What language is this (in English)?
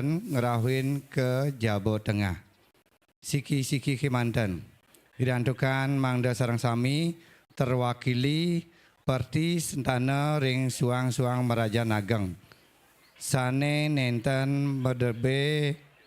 Balinese